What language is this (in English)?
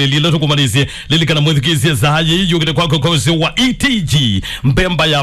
Kamba